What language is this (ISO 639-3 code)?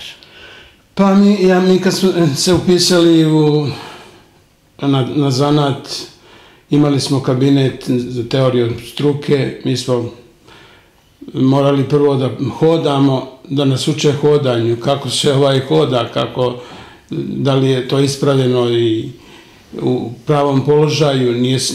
srp